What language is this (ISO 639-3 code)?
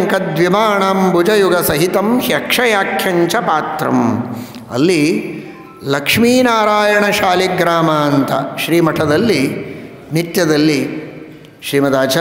kan